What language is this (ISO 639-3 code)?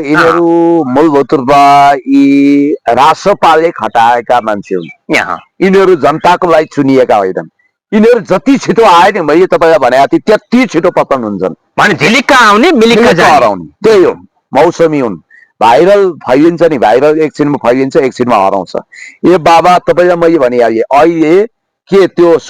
nep